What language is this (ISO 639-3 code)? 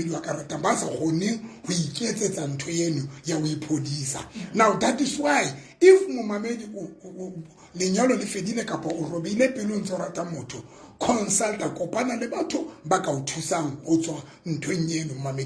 sot